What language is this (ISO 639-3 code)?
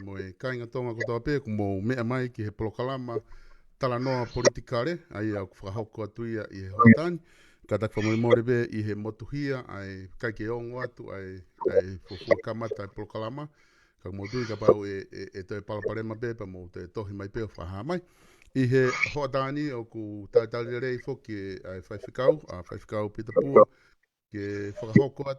ton